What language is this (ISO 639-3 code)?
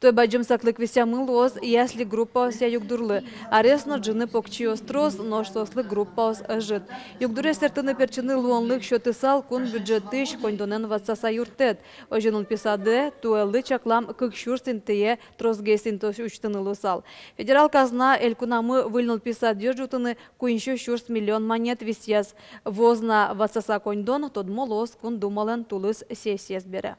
udm